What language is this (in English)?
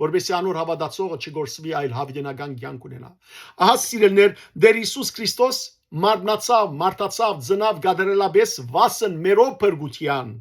Western Armenian